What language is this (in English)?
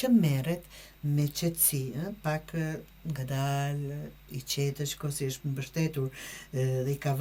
Albanian